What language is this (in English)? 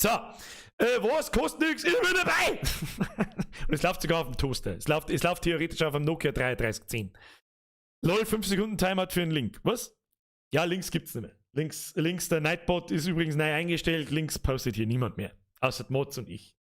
Bavarian